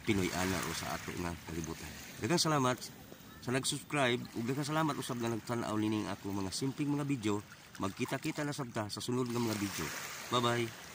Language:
Cebuano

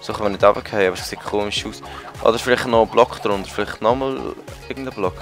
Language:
Swiss German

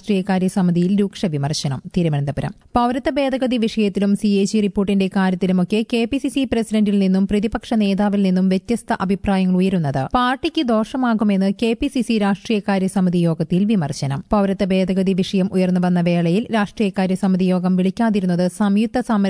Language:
Malayalam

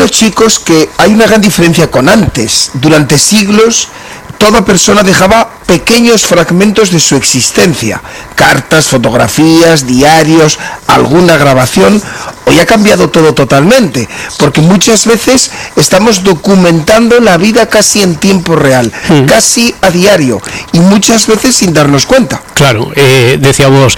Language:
Spanish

